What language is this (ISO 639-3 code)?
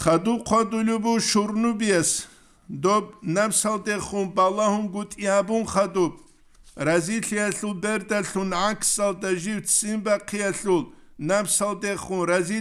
ava